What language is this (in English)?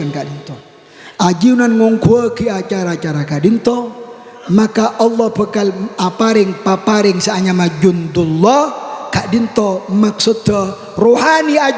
Madurese